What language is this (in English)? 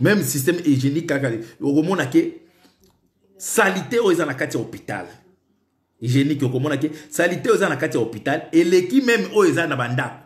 Lingala